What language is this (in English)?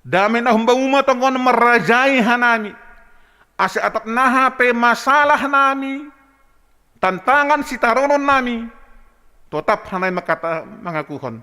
Batak Simalungun